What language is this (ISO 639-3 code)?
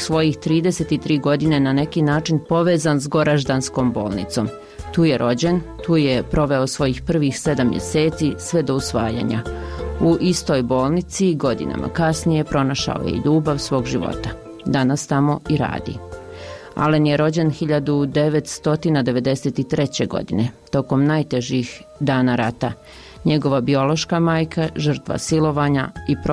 bos